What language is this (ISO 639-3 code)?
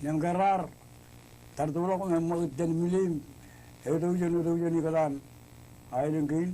mah